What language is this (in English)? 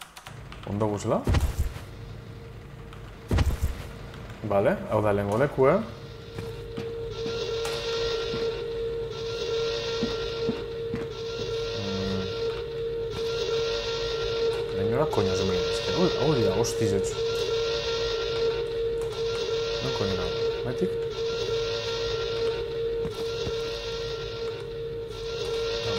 Basque